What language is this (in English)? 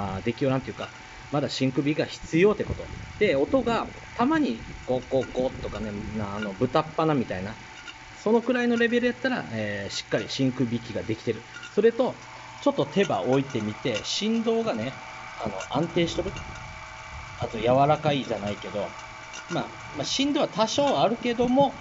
Japanese